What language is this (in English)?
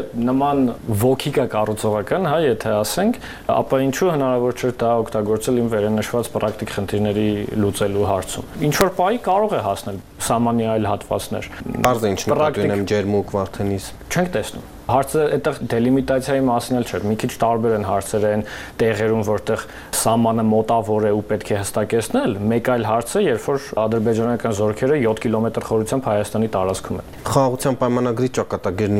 Armenian